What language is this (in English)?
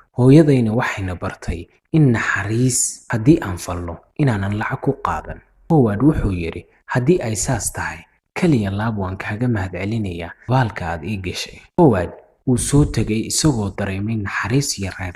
Somali